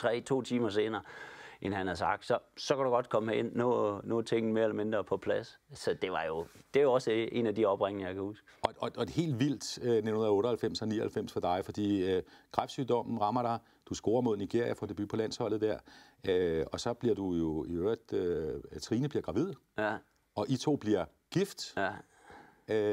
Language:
Danish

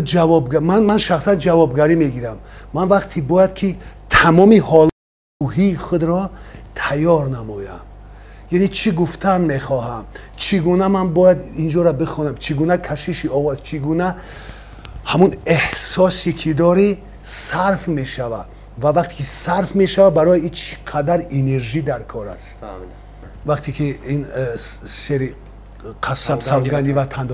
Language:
Tajik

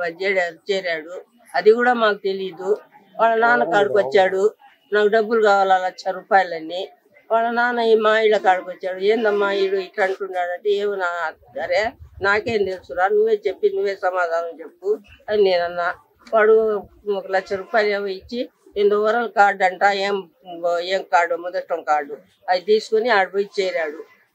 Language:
Telugu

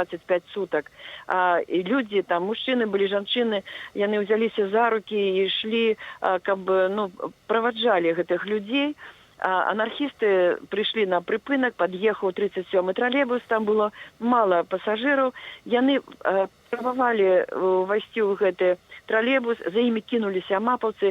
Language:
Belarusian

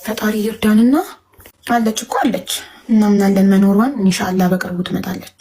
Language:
Amharic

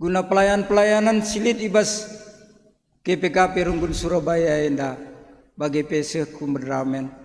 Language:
Batak Karo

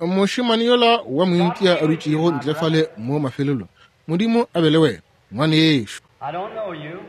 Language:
Northern Sotho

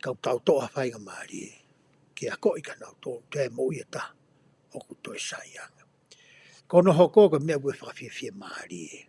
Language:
Tongan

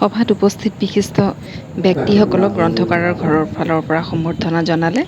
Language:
Assamese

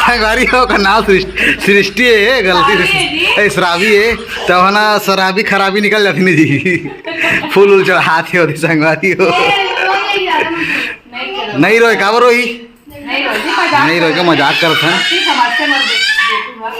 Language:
Chhattisgarhi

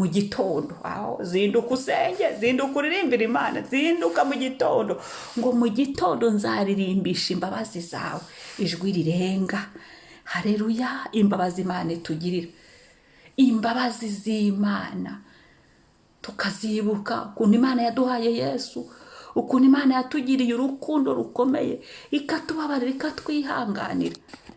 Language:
Kinyarwanda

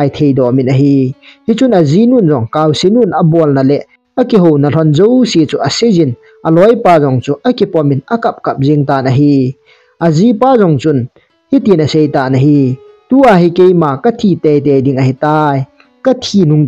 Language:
Thado Chin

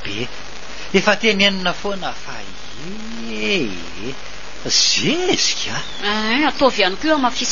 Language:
Malagasy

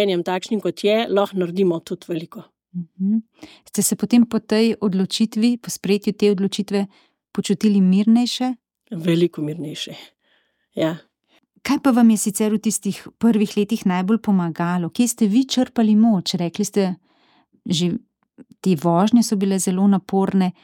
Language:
Slovenian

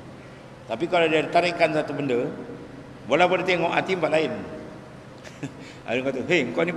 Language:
Malay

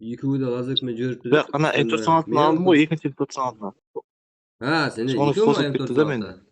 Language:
Kara-Kalpak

